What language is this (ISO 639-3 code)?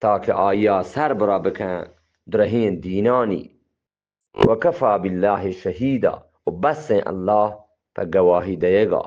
bgp